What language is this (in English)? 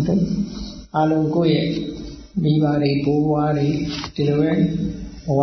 Burmese